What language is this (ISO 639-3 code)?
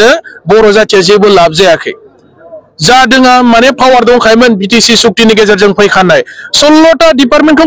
brx